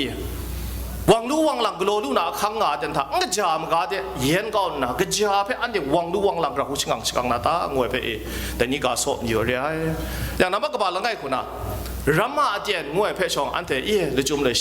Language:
Kachin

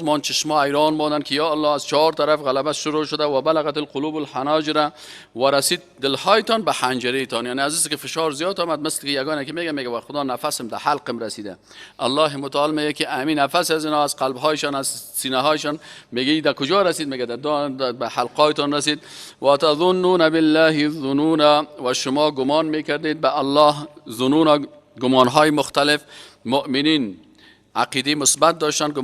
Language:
Persian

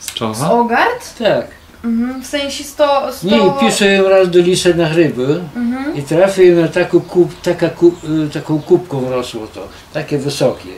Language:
Rusyn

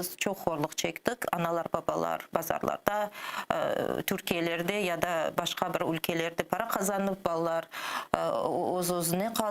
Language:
Crimean Tatar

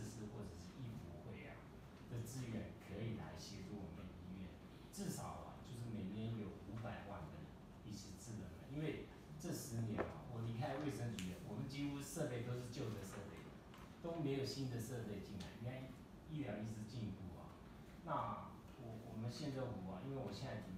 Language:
Chinese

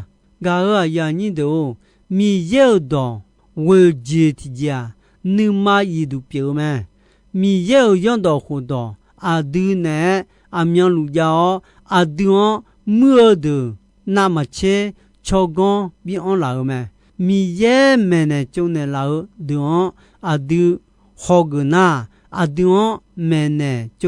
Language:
Akha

